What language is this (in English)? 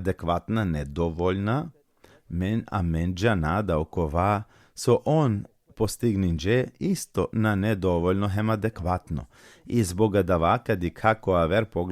Balkan Romani